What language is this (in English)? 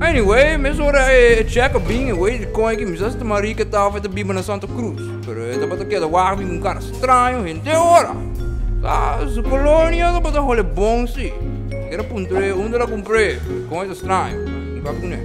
Papiamento